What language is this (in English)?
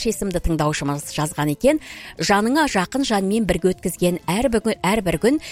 Kazakh